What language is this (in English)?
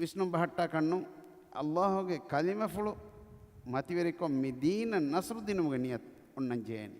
Divehi